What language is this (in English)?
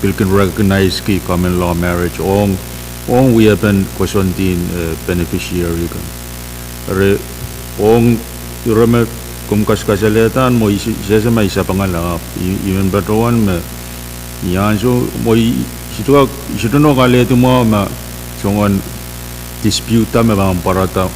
Pohnpeian